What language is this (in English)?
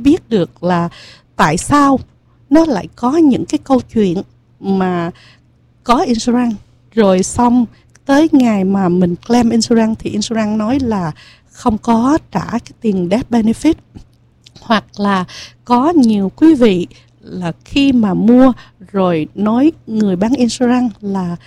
Vietnamese